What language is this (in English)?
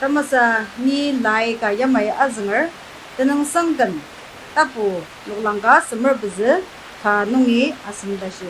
Ao Naga